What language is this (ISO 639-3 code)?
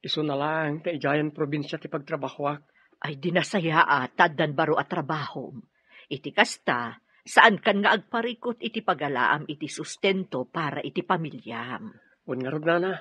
ilo